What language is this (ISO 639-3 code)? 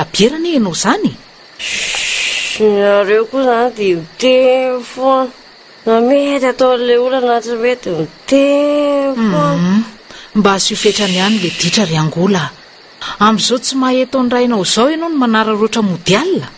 mlg